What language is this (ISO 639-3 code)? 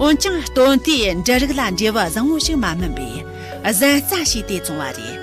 bod